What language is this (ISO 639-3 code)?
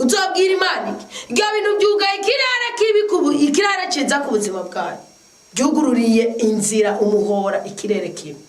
run